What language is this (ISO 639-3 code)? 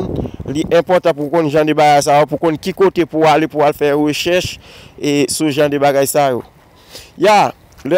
hat